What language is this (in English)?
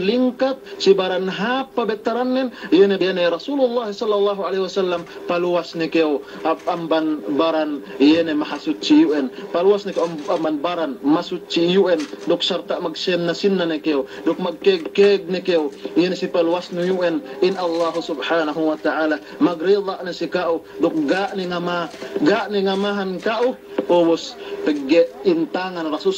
Yakan